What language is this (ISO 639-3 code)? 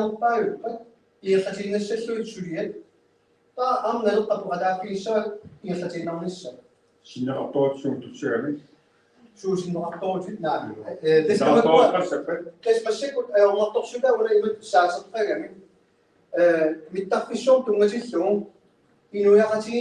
kal